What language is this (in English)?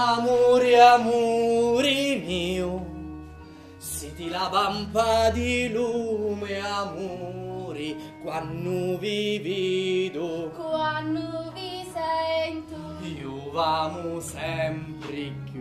Sicilian